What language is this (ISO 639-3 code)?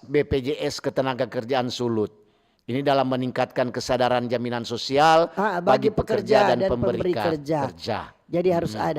xmm